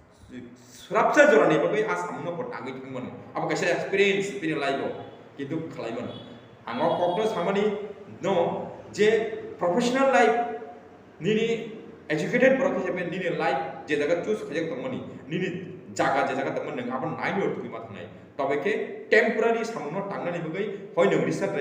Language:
Kok Borok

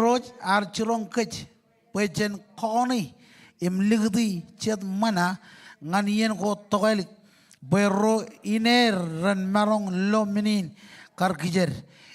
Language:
Marshallese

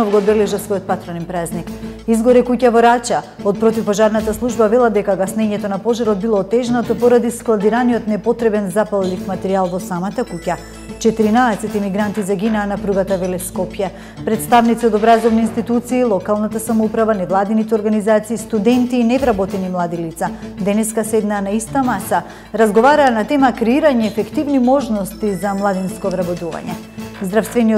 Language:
Macedonian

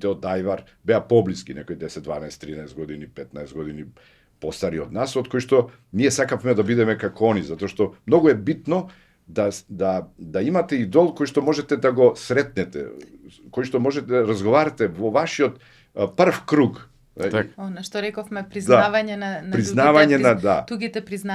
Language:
Macedonian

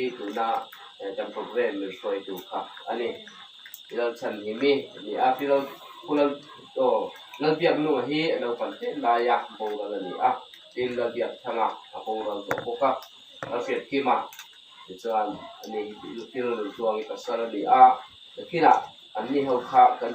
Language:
Mizo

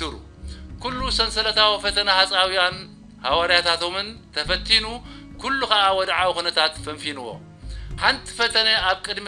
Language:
Tigrinya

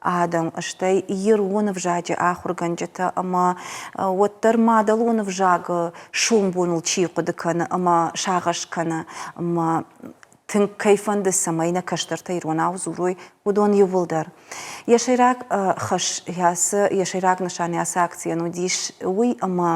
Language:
Ossetic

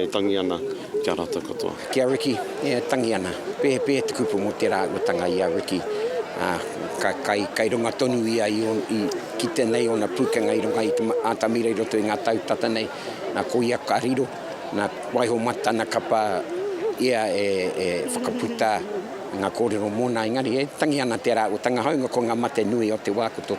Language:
Māori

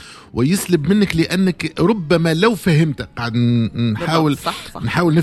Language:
Tunisian Arabic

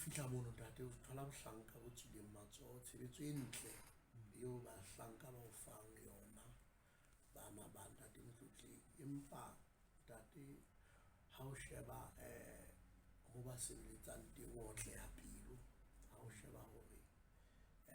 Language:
Southern Sotho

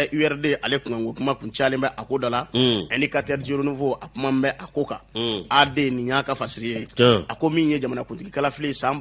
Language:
Bambara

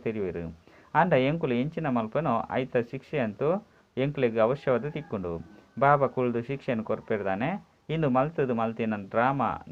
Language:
Tulu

